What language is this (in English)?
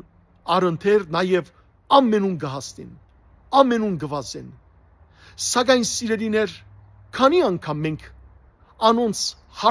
Western Armenian